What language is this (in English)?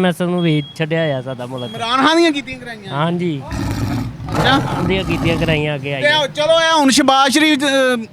Western Panjabi